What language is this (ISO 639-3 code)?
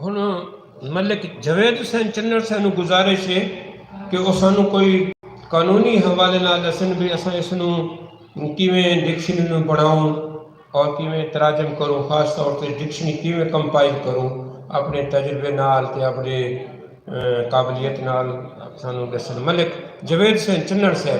skr